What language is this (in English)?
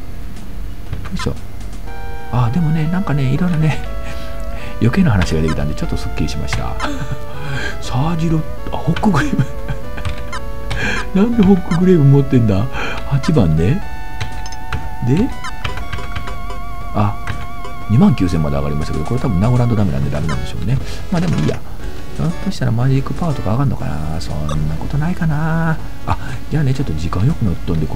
Japanese